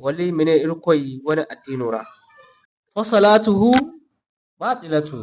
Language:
Zarma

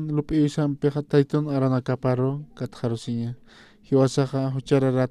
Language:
Aymara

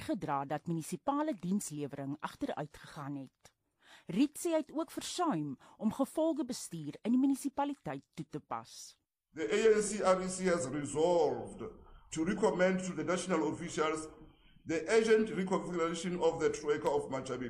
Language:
Afrikaans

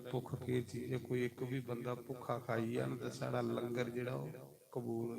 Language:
Dogri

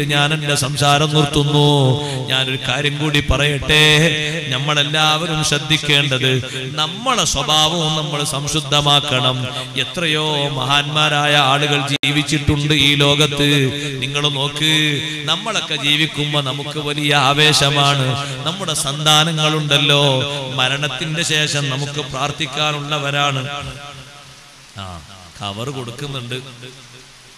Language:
Malayalam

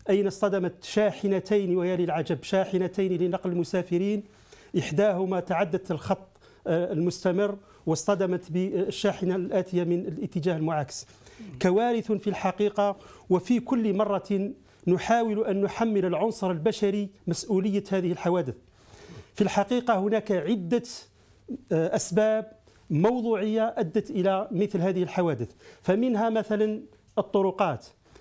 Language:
Arabic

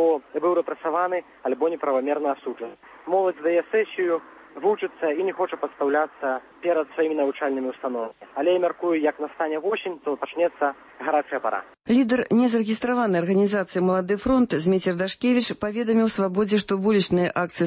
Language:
Belarusian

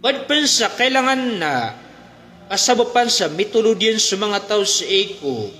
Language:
Maranao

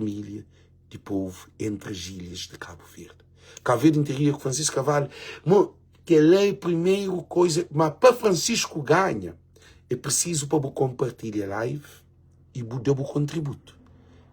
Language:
Kabuverdianu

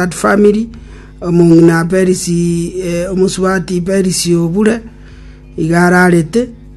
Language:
Gusii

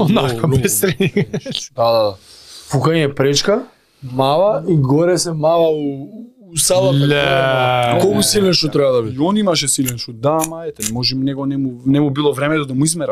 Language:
Macedonian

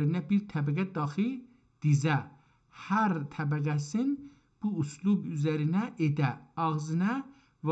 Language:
South Azerbaijani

